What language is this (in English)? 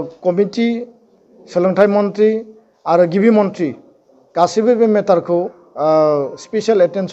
Bodo